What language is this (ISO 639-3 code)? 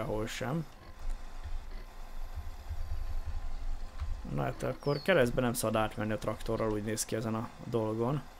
hun